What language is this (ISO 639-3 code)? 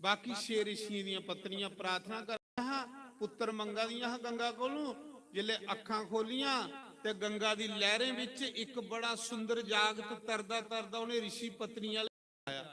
doi